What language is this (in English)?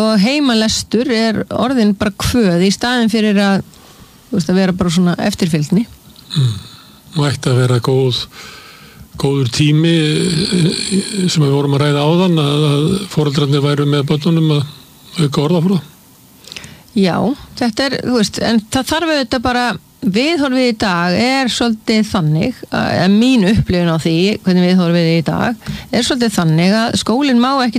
Icelandic